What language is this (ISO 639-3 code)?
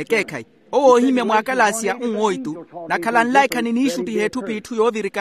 vmw